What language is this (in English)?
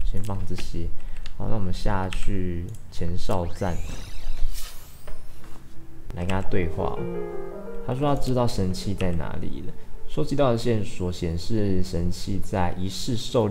Chinese